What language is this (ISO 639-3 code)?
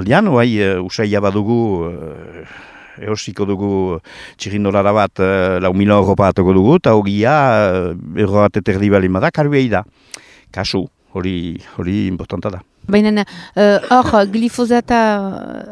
eus